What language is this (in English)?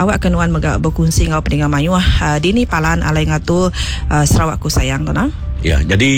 Iban